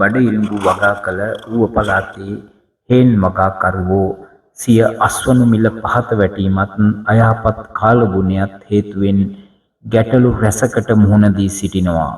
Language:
Sinhala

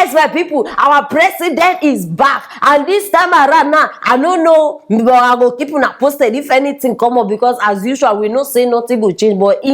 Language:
Nigerian Pidgin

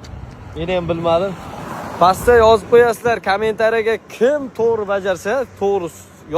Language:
Uzbek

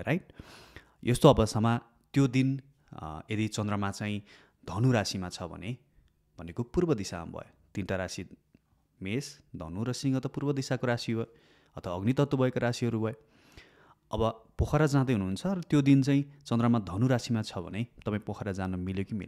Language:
Nepali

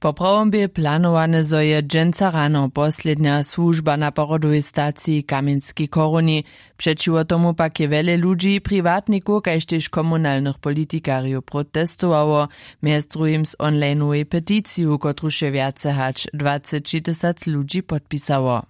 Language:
Upper Sorbian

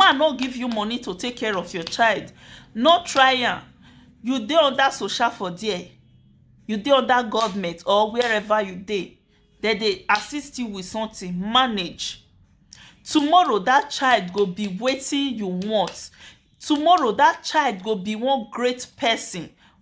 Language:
Nigerian Pidgin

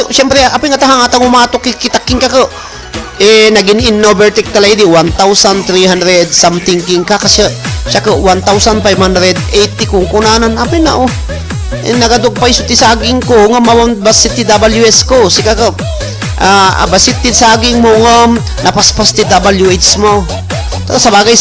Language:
Iloko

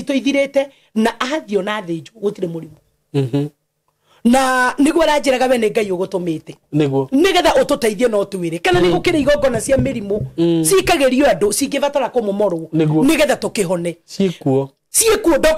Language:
Kikuyu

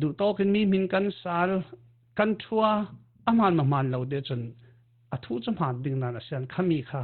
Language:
Falam Chin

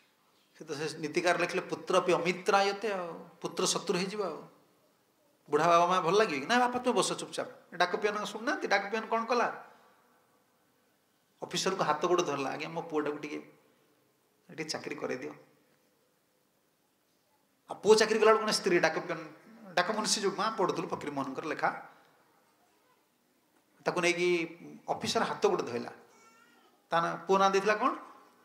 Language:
Odia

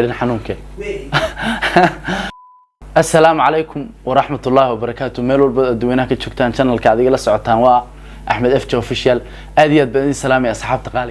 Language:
Somali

